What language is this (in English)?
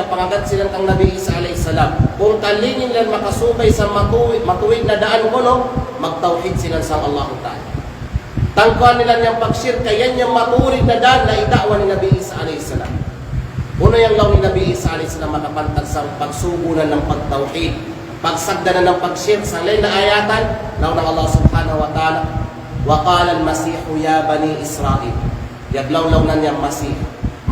Kalagan